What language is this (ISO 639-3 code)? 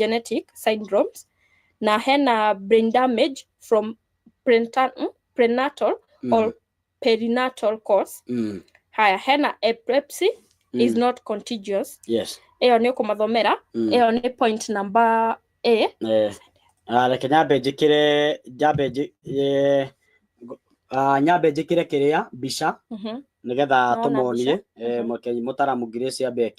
kik